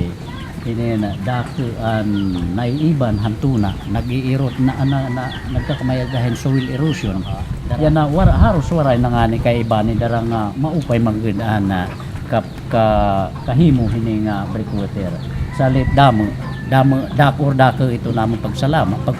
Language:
Waray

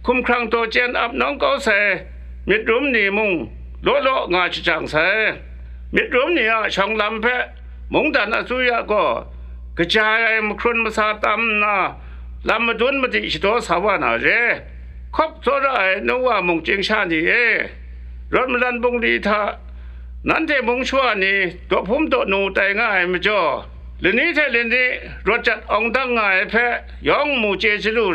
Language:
Kachin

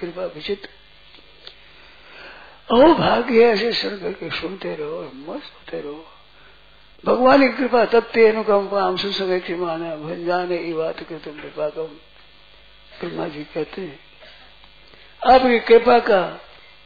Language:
Hindi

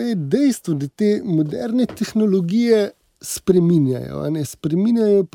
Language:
Slovenian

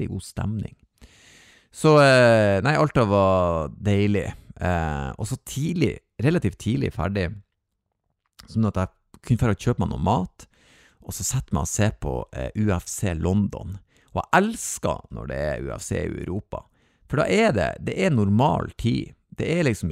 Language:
Norwegian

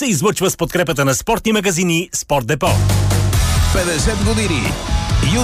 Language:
Bulgarian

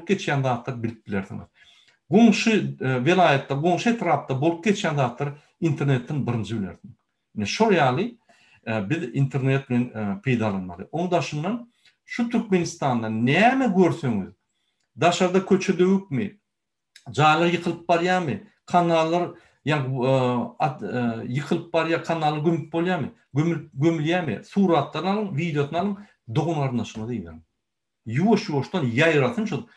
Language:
Turkmen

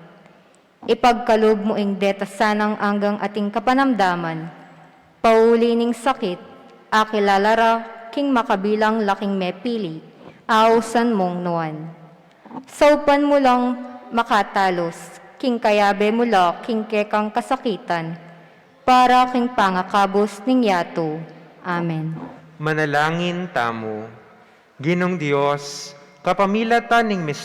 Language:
Pampanga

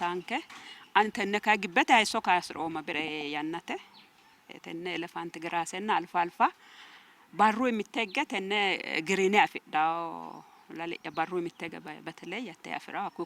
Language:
Sidamo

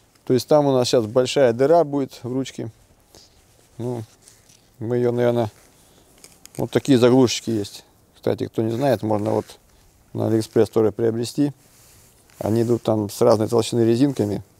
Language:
Russian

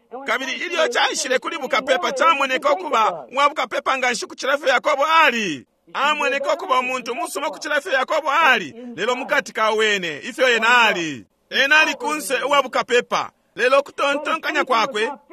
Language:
Bemba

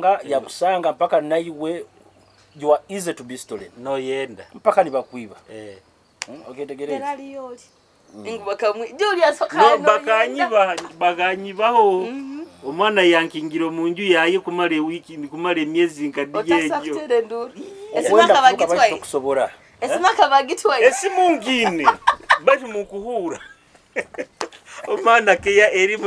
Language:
Nyoro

